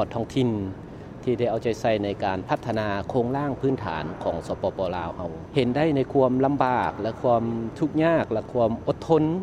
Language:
Lao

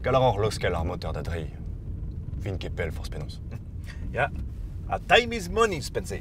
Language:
Breton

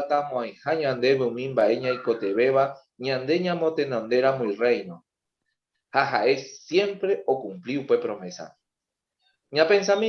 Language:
Guarani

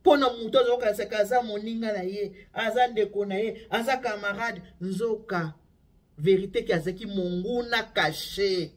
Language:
Lingala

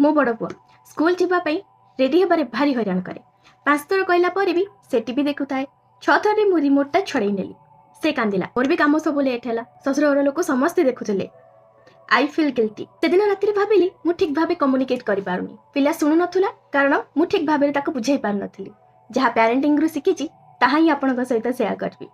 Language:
Odia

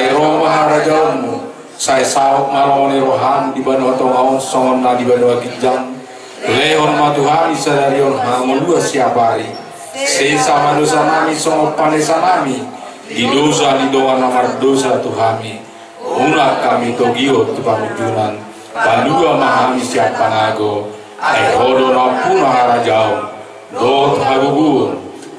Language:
Batak Toba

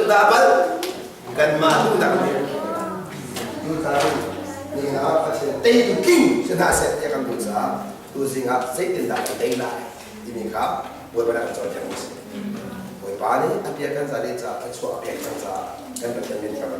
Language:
Hakha Chin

